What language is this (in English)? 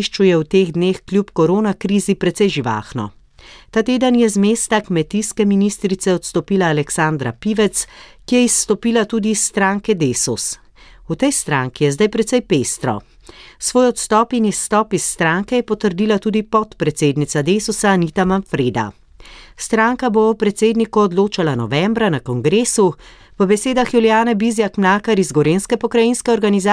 Slovenian